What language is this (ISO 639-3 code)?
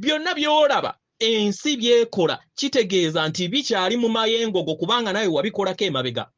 lug